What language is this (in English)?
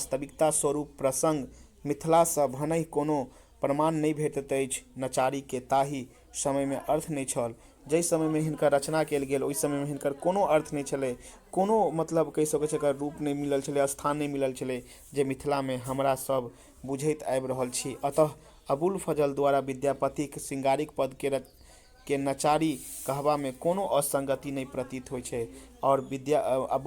Maithili